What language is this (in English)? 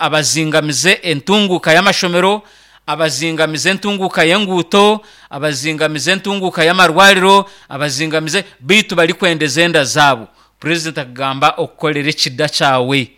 Nyankole